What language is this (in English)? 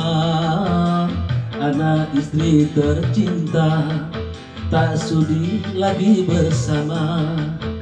Indonesian